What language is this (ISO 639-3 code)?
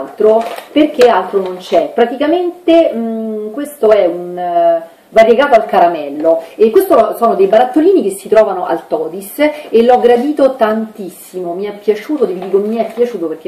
ita